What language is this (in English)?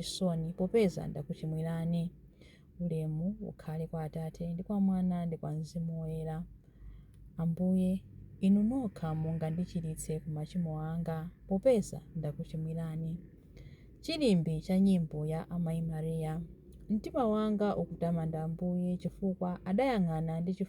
Nyanja